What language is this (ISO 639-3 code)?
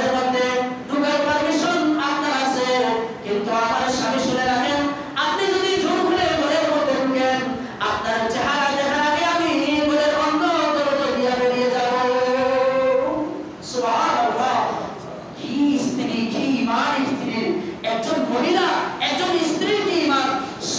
ben